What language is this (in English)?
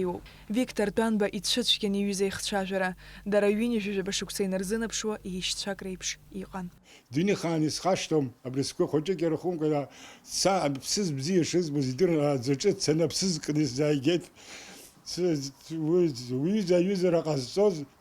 Abkhazian